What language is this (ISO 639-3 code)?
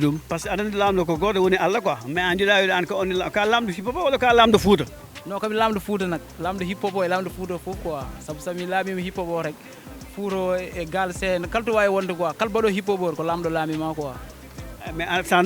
ful